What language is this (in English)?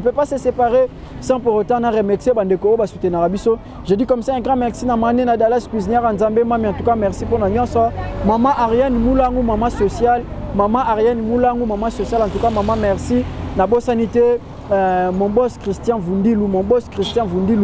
Lingala